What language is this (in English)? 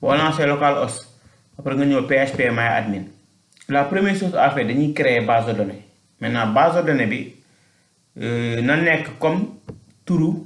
Wolof